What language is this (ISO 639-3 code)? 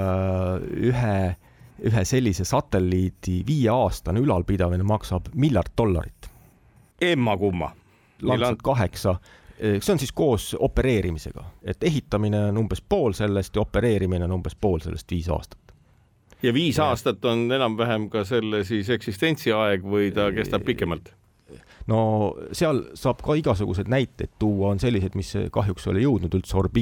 est